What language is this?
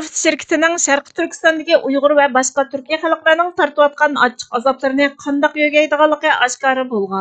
Uyghur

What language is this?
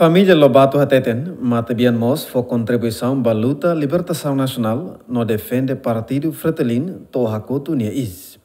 Tetum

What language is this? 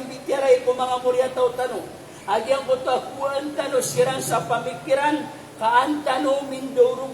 Maranao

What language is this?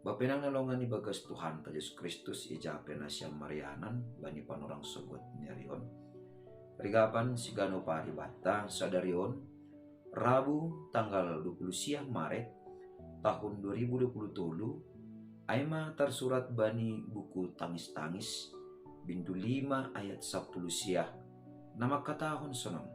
Batak Simalungun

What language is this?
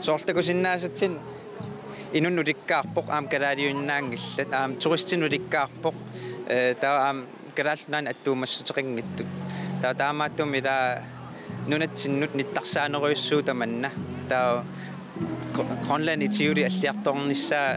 Kalaallisut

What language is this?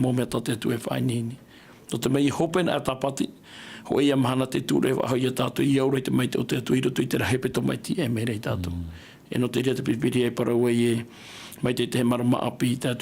Tahitian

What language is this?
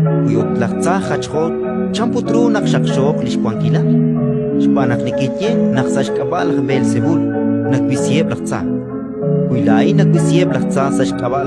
Kekchí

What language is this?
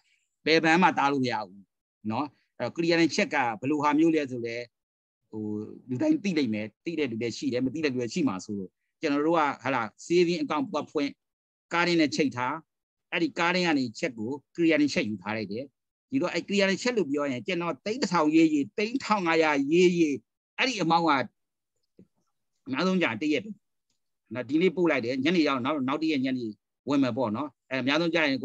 Burmese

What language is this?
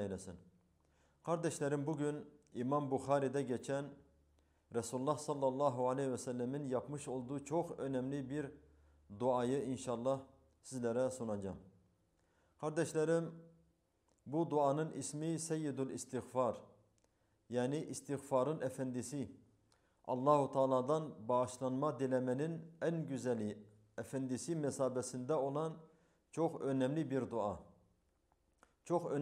Turkish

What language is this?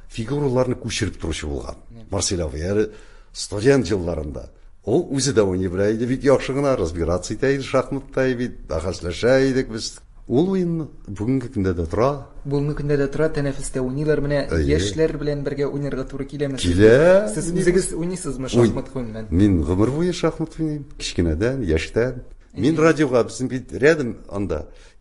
Tatar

